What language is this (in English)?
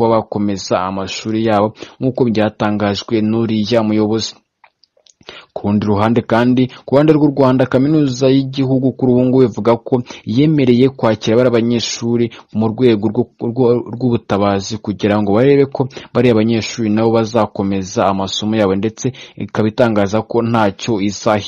Kinyarwanda